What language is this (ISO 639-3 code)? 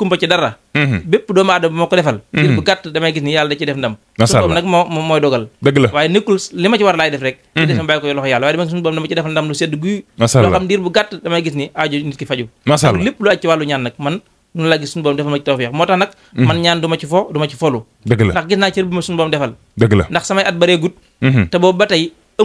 wol